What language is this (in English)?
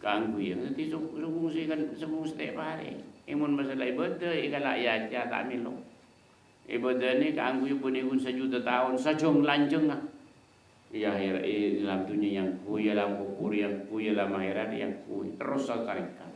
Madurese